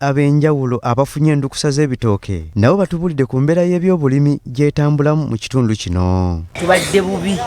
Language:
Ganda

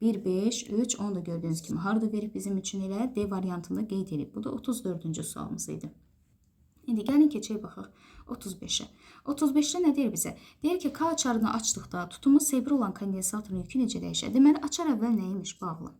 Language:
Azerbaijani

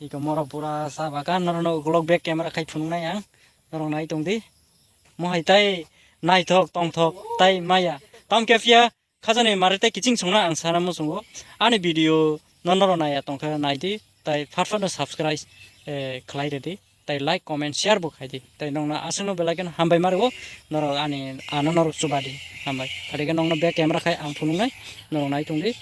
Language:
Kok Borok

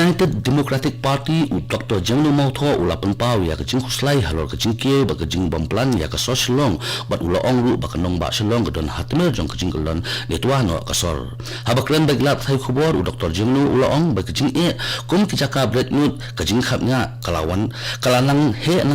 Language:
Khasi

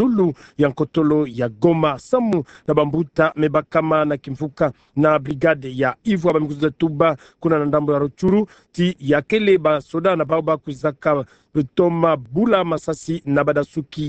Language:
Kituba (Democratic Republic of Congo)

